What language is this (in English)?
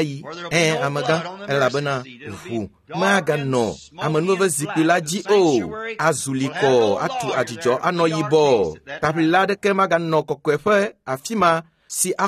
Ewe